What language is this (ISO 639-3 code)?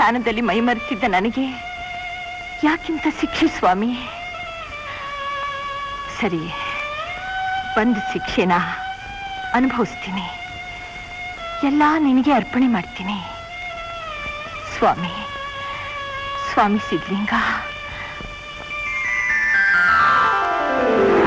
kan